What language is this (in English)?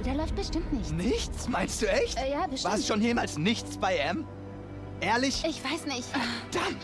Bavarian